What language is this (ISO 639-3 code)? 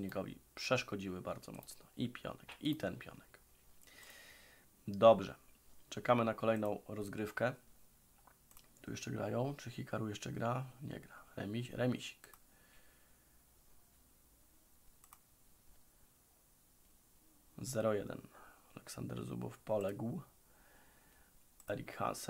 pol